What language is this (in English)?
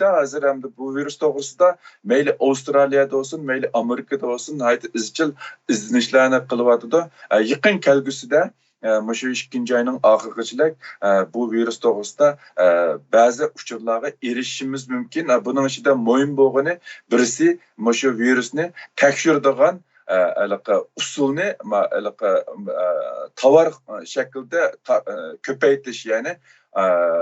Uyghur